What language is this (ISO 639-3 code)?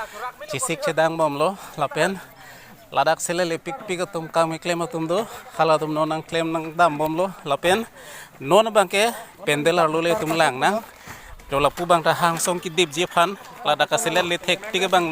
mjw